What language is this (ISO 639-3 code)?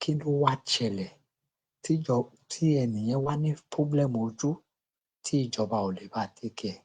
yor